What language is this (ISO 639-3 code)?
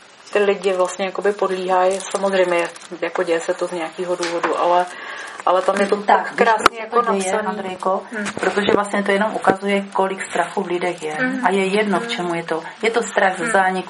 ces